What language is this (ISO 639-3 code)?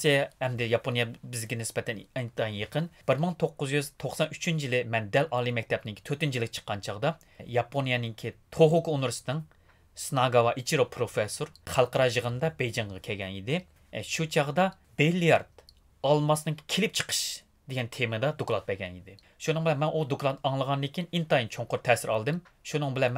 uig